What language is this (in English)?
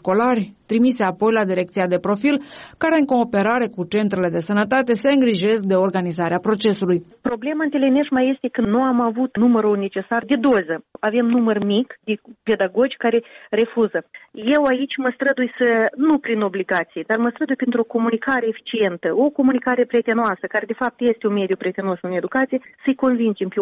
Romanian